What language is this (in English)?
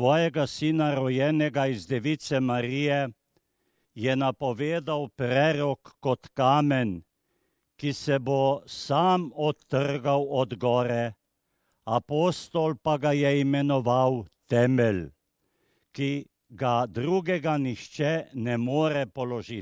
Slovenian